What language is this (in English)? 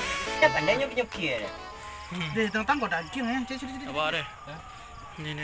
Minangkabau